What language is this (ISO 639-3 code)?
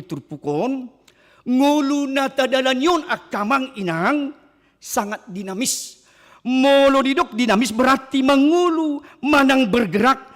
bbc